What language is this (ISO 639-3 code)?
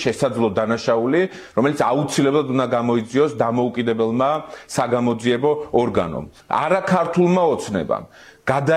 kat